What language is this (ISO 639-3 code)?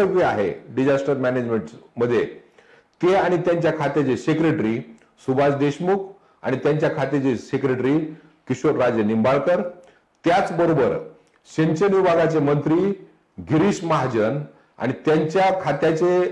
mar